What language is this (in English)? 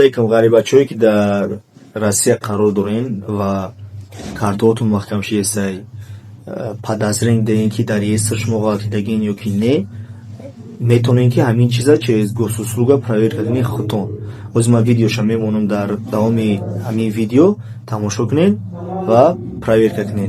Tajik